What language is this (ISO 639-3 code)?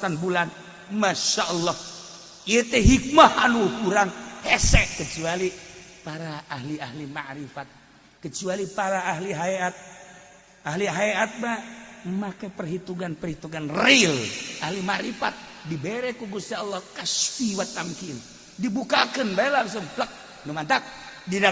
sun